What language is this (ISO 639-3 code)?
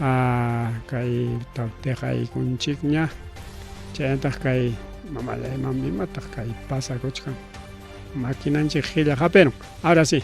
quy